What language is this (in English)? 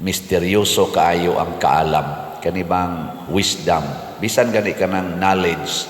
Cebuano